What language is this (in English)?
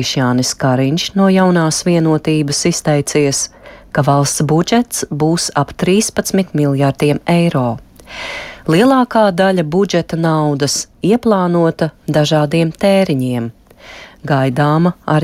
Latvian